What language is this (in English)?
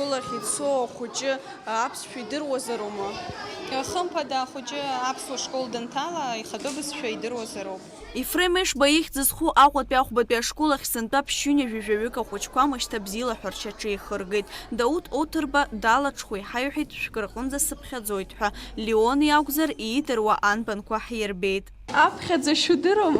Abkhazian